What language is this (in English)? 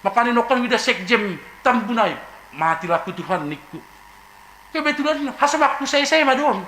Batak Simalungun